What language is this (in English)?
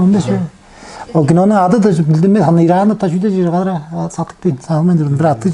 Tuvinian